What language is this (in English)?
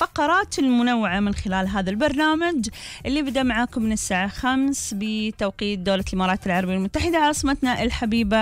Gulf Arabic